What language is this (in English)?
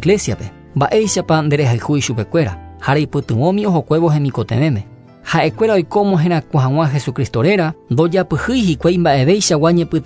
Guarani